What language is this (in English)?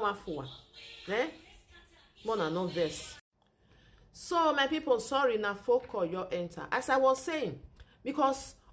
Nigerian Pidgin